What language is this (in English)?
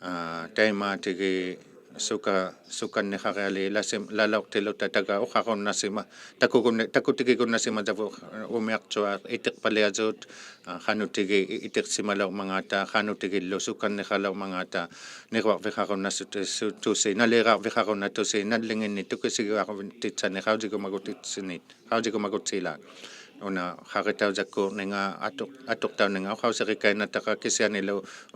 Inuktitut